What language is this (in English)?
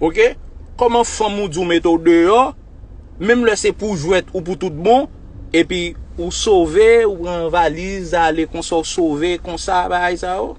Haitian Creole